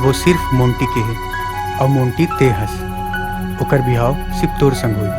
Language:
Chhattisgarhi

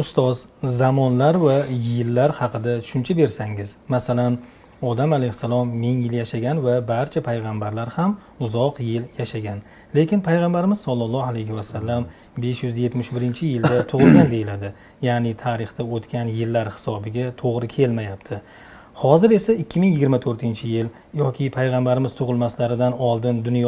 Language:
Uzbek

